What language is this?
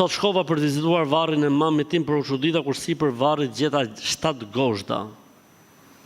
Albanian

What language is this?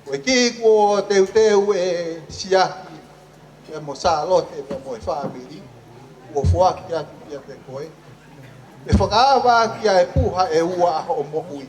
Tongan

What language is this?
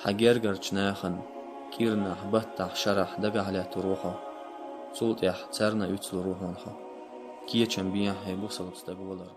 Chechen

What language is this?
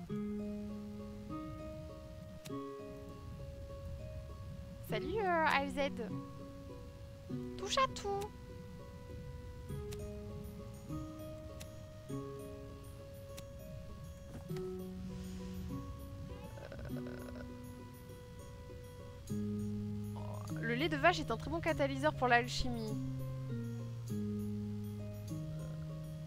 French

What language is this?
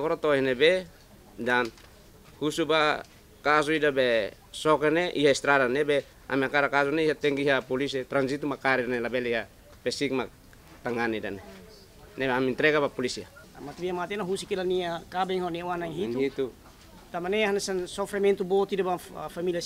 Tetum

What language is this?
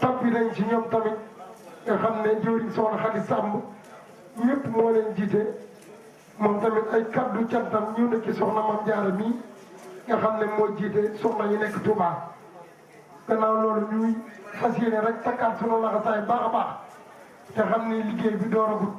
Wolof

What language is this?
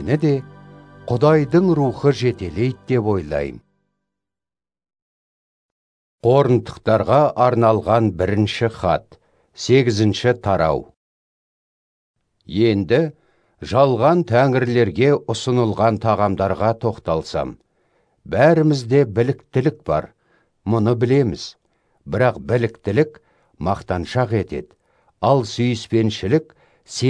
Kazakh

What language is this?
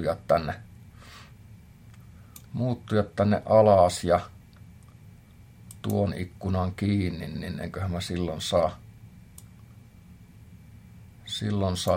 Finnish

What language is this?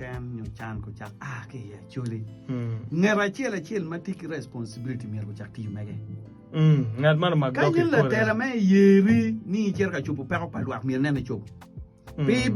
Acoli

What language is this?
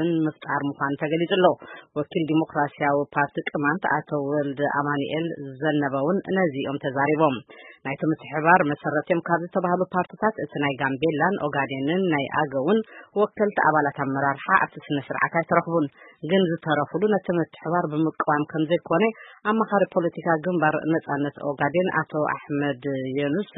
Tigrinya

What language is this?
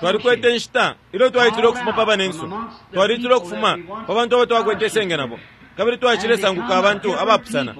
Bemba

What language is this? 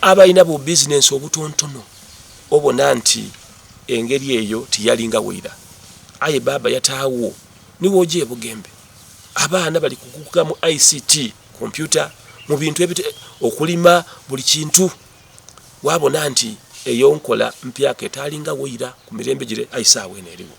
Soga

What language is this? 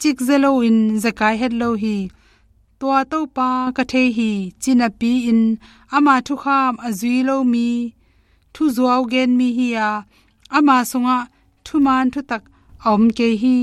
Tedim Chin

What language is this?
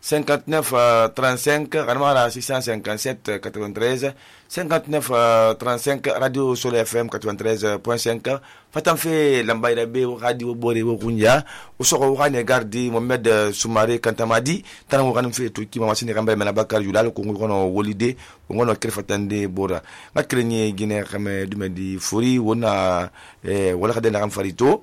Susu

